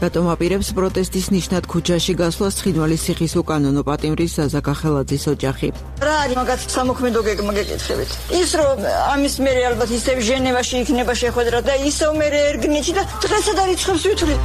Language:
Georgian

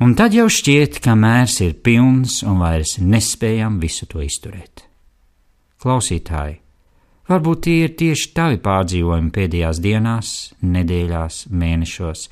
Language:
Latvian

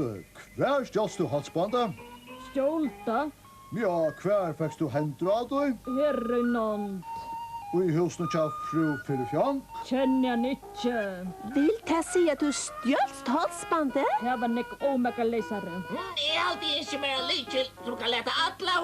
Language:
Faroese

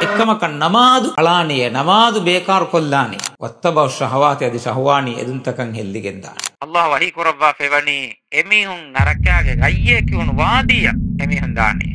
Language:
Divehi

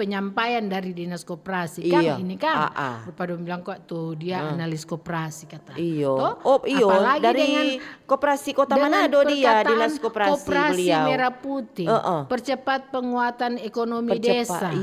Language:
Manado Malay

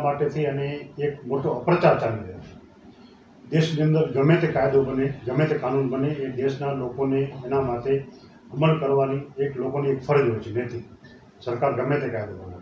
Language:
Gujarati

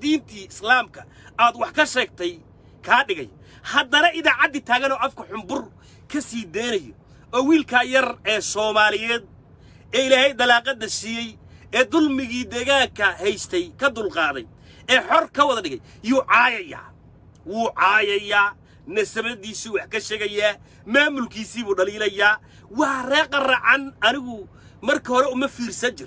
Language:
Somali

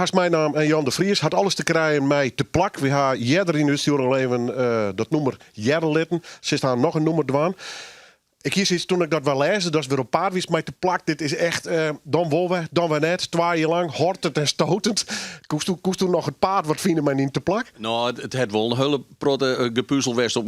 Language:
Western Frisian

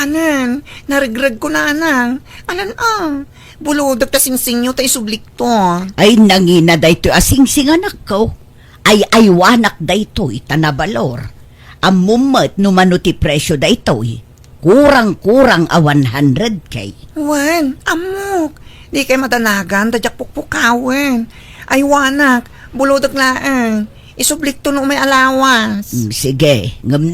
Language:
Iloko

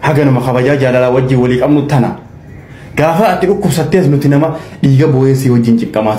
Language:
Oromo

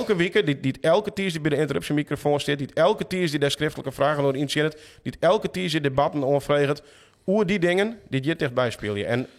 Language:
Western Frisian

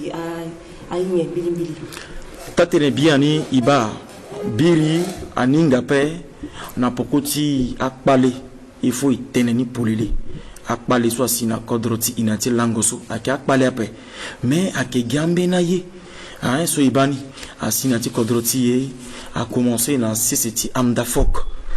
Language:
Sango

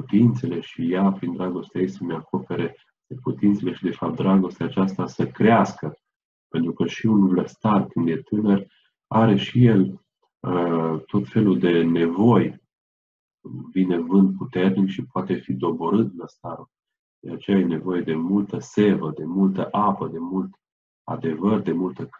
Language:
Romanian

